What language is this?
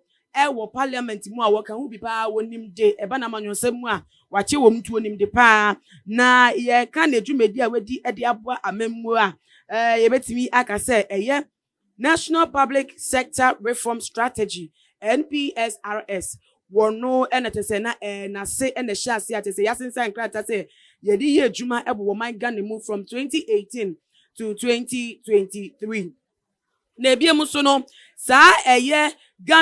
Akan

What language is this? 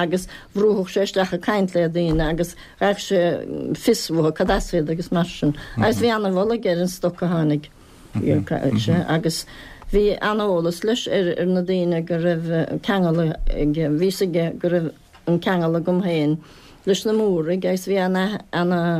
Irish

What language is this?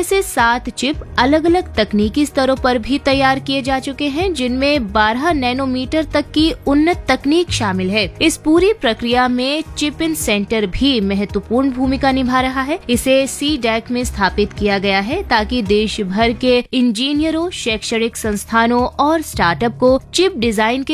Hindi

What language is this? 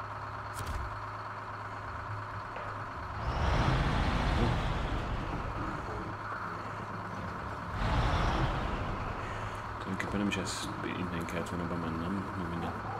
Hungarian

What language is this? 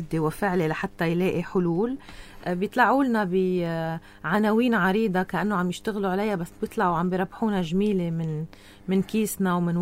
North Levantine Arabic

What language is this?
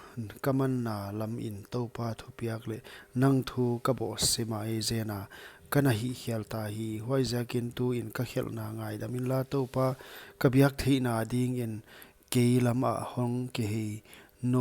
Paite Chin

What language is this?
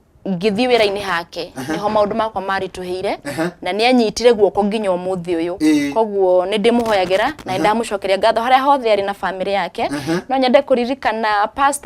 Kikuyu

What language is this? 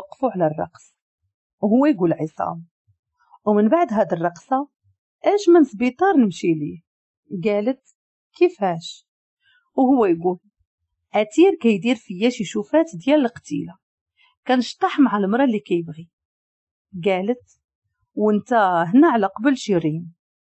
Moroccan Arabic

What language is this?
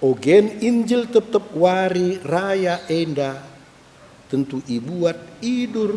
Batak Karo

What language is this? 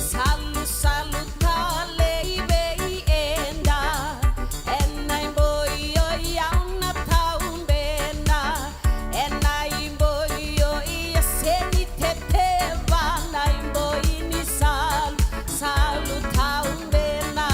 Fijian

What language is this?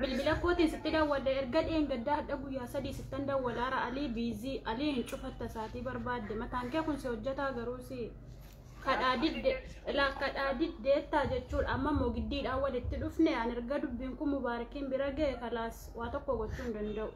Oromo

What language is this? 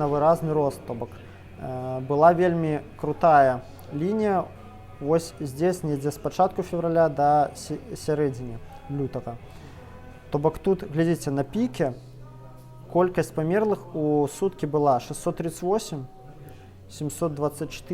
Belarusian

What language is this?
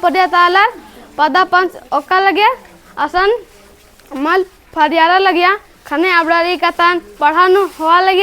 Kurukh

